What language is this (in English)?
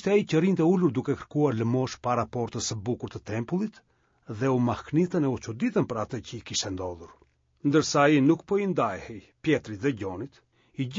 Albanian